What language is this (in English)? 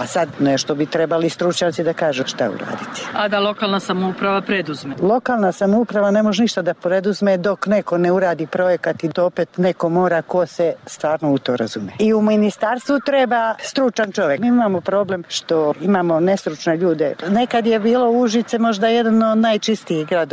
Serbian